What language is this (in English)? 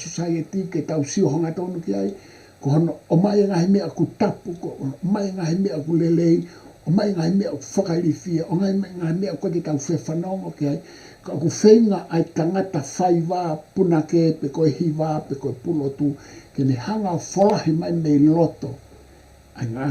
Tongan